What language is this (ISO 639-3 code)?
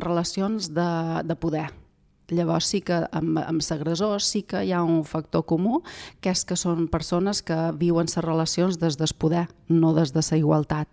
cat